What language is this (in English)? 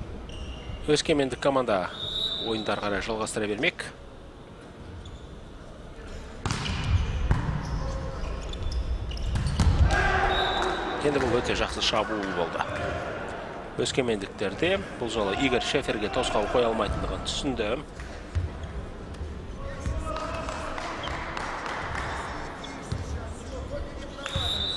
Kazakh